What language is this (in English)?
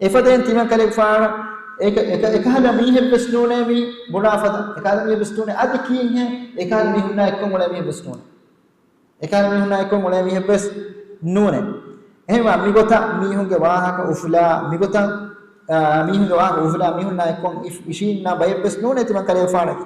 Divehi